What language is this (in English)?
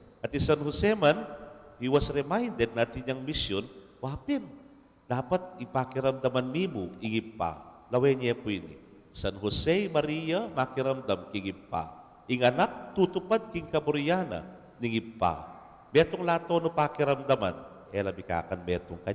Pampanga